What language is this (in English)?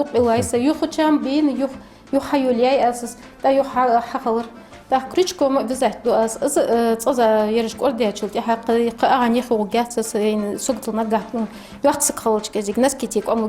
Ingush